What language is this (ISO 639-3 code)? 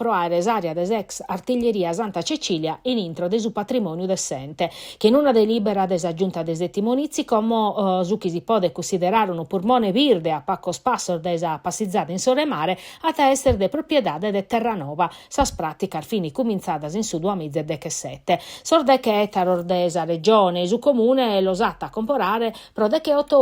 srd